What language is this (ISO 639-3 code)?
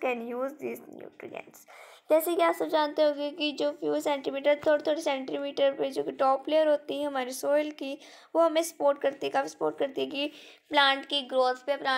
hin